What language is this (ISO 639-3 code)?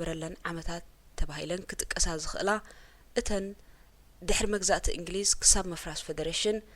tir